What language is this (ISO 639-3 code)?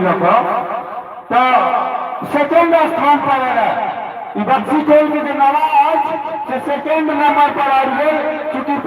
mai